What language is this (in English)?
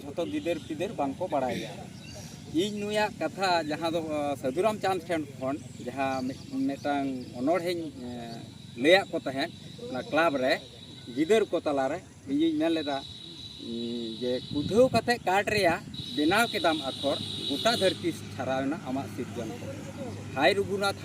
Santali